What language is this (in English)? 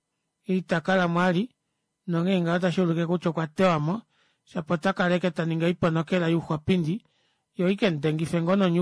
Kuanyama